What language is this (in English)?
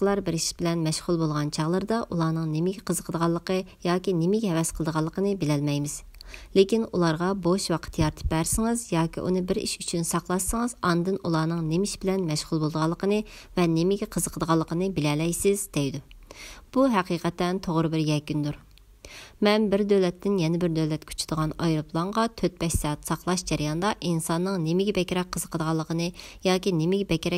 Uyghur